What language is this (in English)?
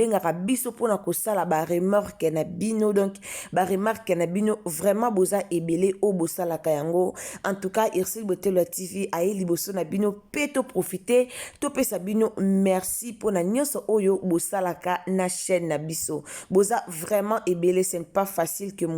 Lingala